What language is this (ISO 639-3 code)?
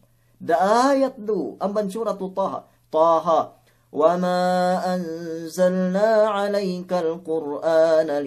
yka